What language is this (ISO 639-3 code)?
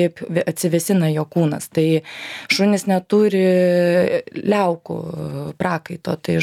lit